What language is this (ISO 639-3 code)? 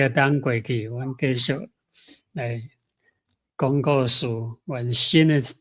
nan